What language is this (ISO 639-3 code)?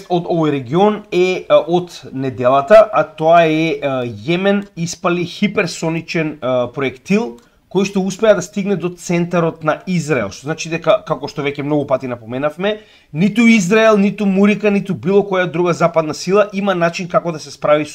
mkd